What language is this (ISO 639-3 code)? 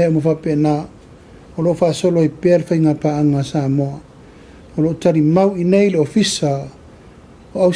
smo